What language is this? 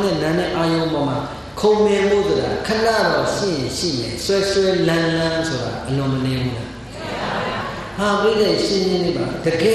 Burmese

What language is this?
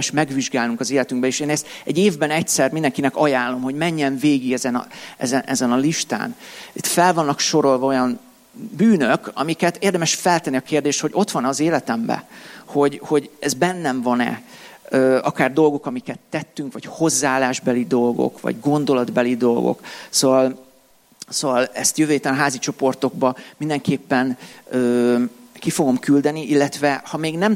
Hungarian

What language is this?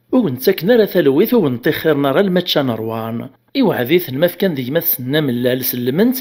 Kabyle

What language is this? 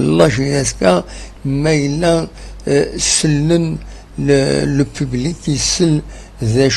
Kabyle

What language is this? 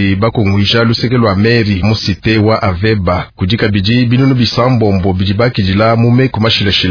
Luba-Lulua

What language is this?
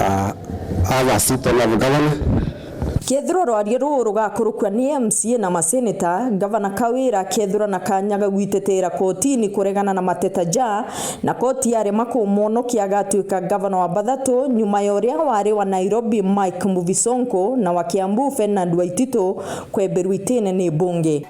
Meru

